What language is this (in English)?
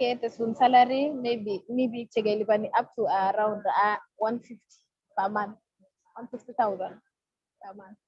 Kalenjin